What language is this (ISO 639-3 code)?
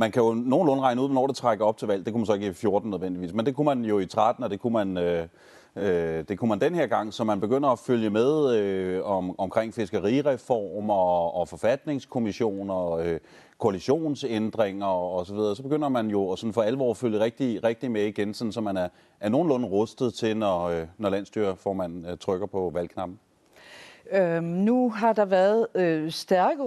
dan